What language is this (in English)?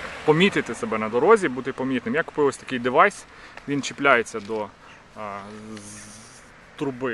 Ukrainian